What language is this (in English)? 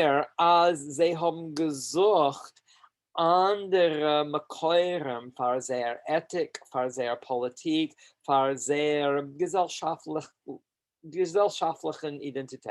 Yiddish